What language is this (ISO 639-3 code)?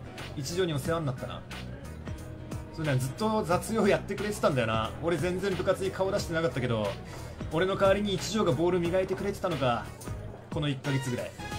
jpn